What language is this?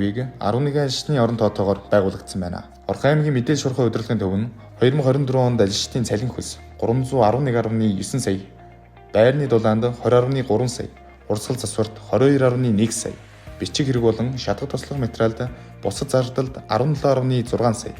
Mongolian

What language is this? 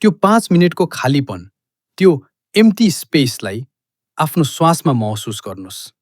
Nepali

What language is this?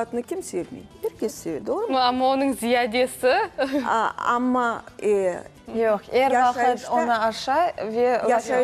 Crimean Tatar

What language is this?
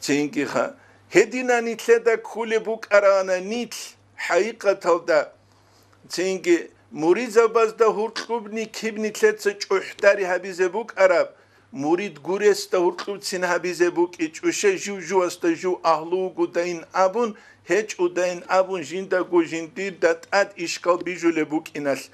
Avaric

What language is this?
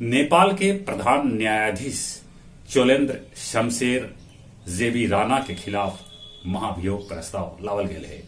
Magahi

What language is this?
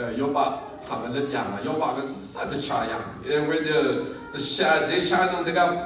Rawang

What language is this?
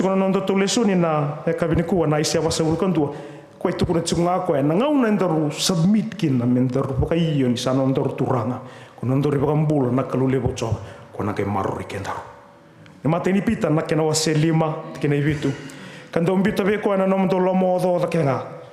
Fijian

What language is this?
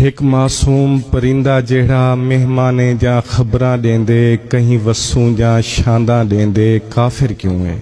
Saraiki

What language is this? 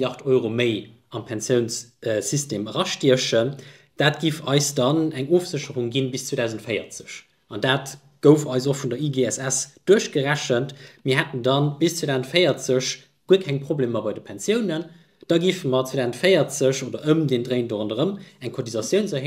Luxembourgish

